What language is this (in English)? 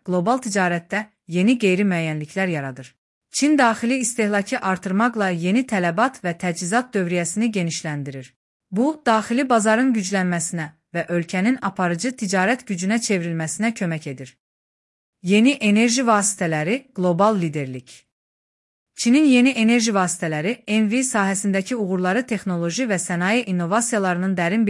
Azerbaijani